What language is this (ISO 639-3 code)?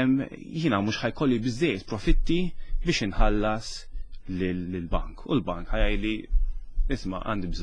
mlt